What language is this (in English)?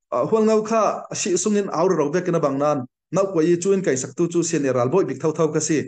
Falam Chin